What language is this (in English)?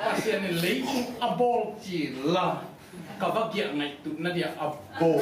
Tedim Chin